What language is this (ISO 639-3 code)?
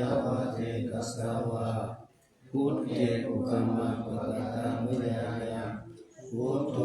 pli